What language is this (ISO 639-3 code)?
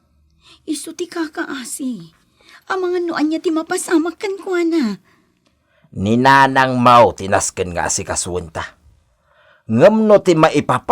ilo